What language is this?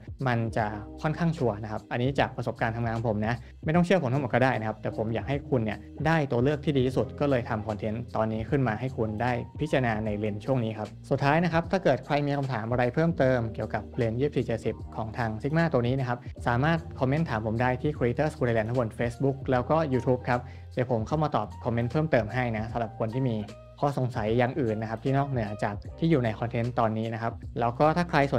Thai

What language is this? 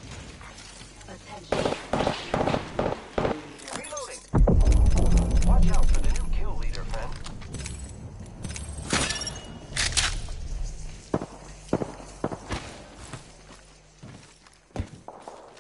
English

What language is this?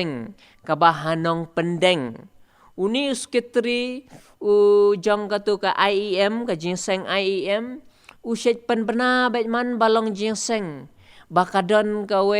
Khasi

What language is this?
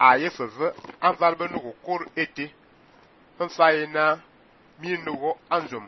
Fang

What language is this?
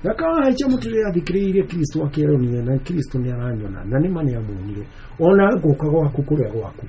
Kikuyu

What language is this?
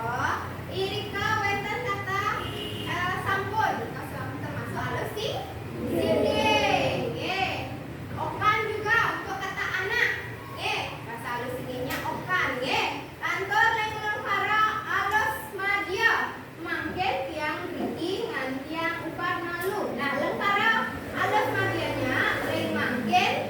Balinese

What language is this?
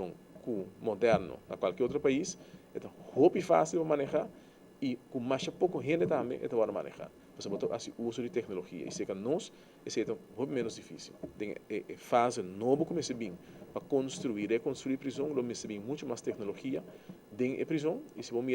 Papiamento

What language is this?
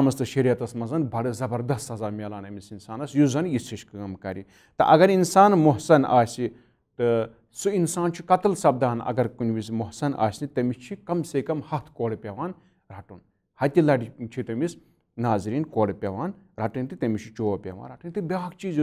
Kashmiri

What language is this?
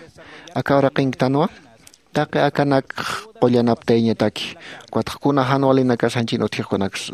Aymara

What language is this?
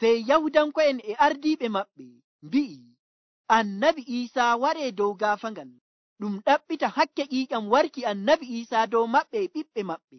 Nigerian Fulfulde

